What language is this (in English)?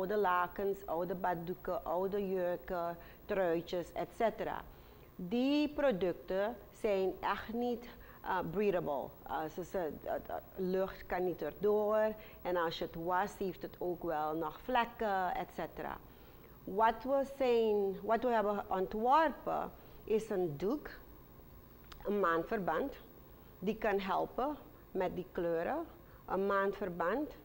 Dutch